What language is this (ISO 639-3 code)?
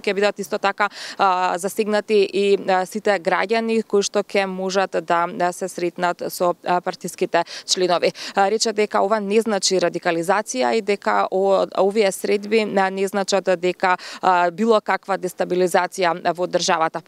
mkd